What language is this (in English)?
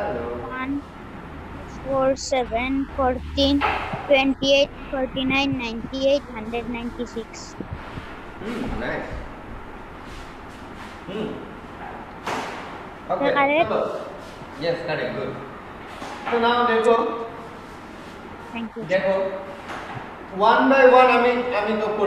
English